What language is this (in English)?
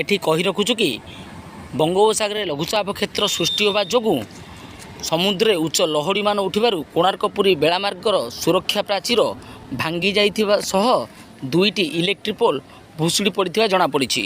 Odia